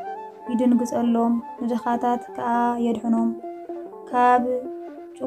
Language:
Tigrinya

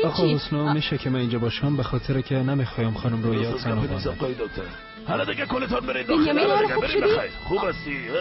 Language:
Persian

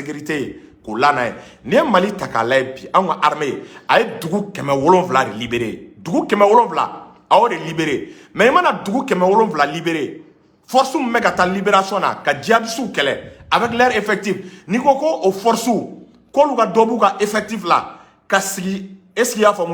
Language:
Bambara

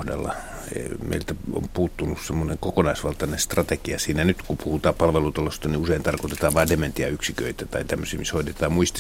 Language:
Finnish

